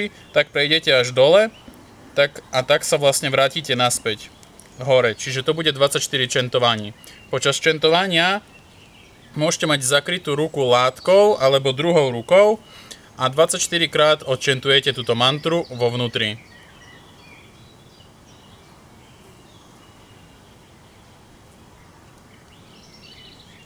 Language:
Slovak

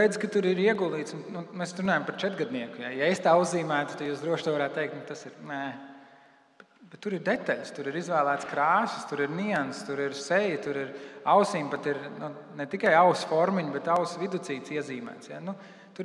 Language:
Latvian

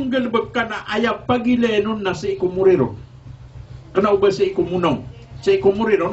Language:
Maranao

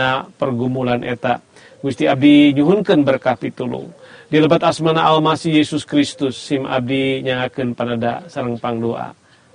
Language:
Sundanese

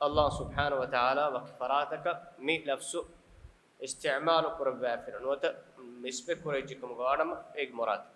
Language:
Divehi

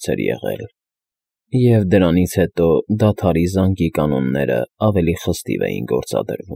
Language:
Armenian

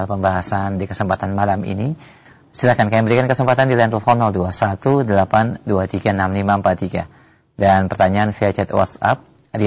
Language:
Indonesian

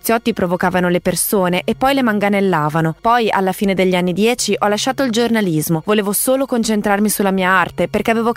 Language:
Italian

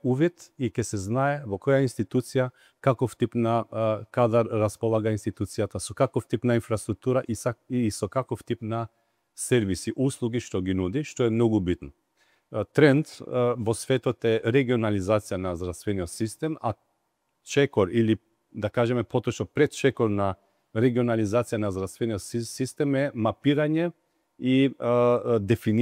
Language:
Macedonian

